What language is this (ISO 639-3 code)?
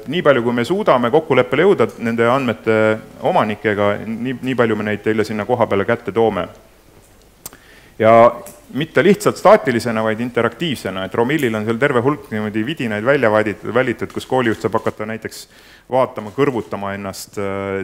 est